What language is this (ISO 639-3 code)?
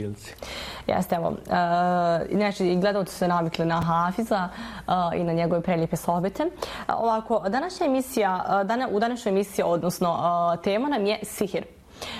bos